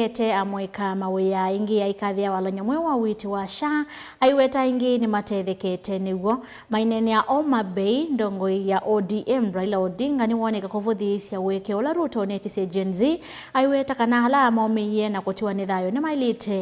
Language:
Kamba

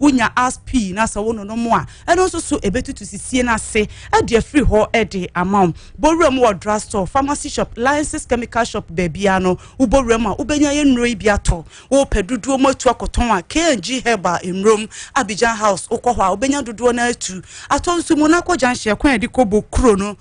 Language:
Akan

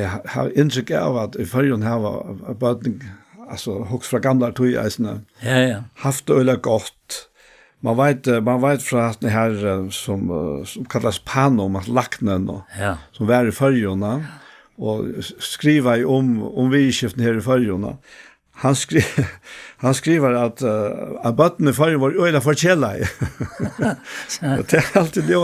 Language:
Faroese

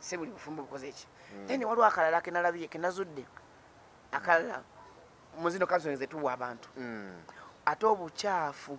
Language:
Ganda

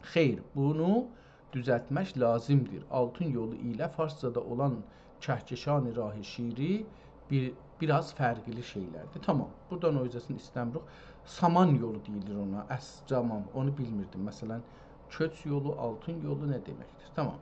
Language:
South Azerbaijani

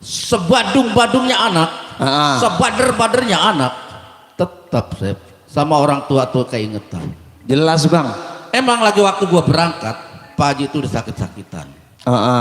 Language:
Betawi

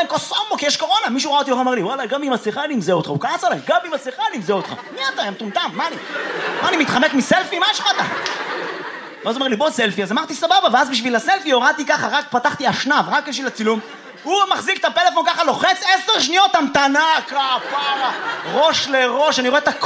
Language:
Hebrew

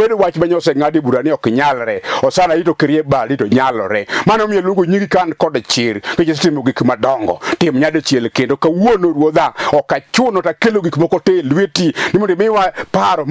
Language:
Luo (Kenya and Tanzania)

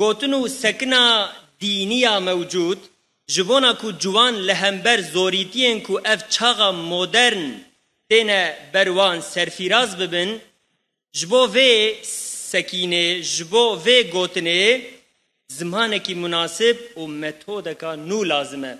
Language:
Kurdish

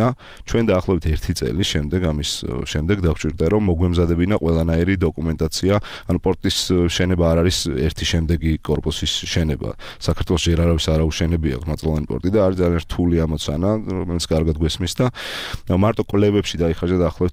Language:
Georgian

